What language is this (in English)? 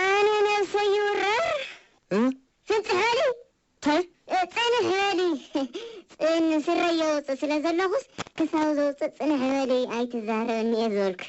Tigrinya